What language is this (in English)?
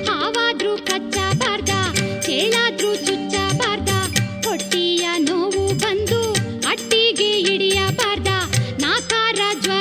Kannada